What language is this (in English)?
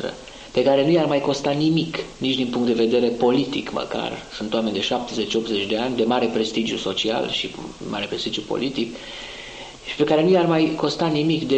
Romanian